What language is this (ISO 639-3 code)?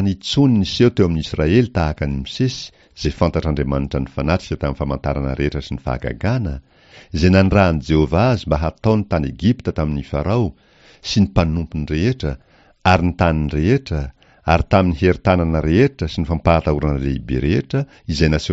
mlg